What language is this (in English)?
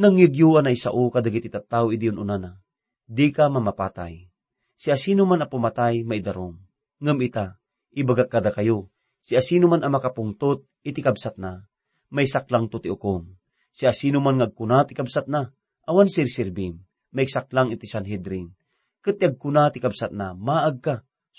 Iloko